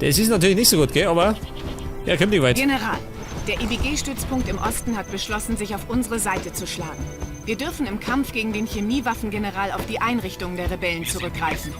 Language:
Bavarian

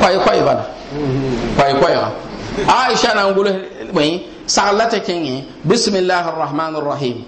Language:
Mossi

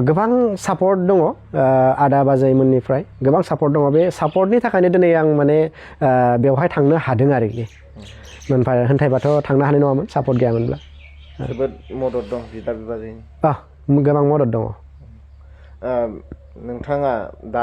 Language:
Bodo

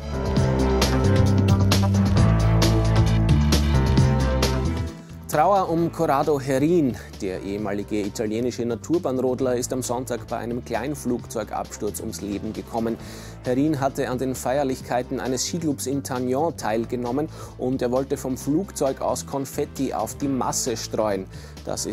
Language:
German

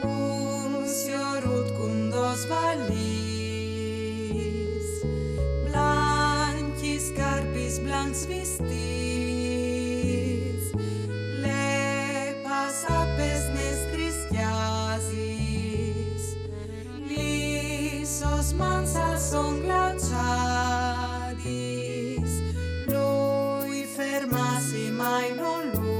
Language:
Friulian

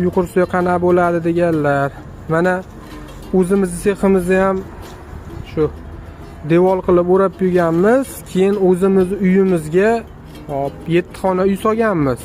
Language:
Uzbek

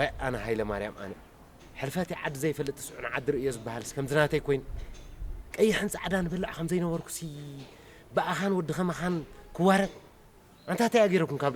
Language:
Tigrinya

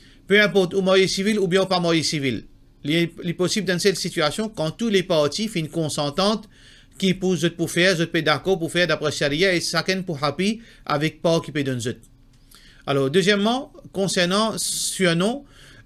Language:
Morisyen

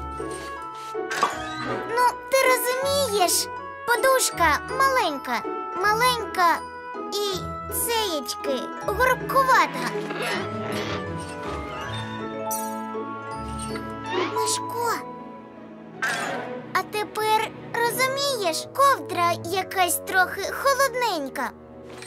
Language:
Ukrainian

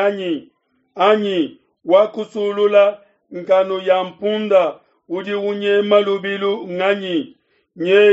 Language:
Luba-Lulua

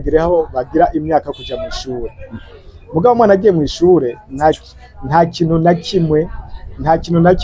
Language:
Rundi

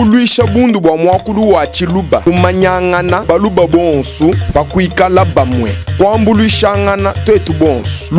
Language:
Luba-Lulua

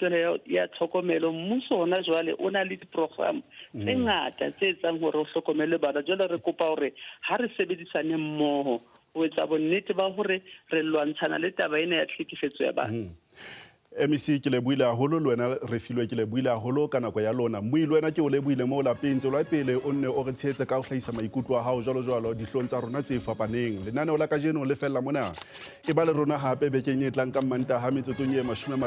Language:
Southern Sotho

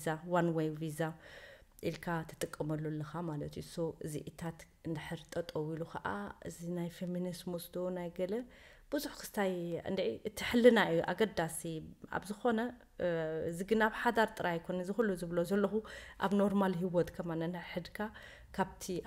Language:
Tigrinya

